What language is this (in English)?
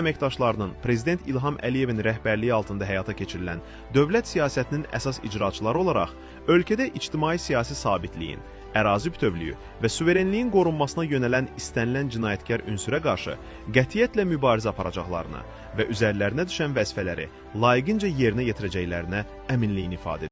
Azerbaijani